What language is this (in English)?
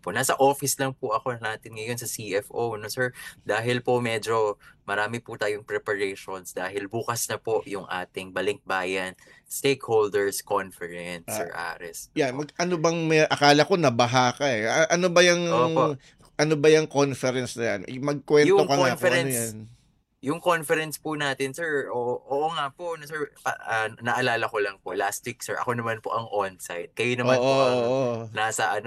Filipino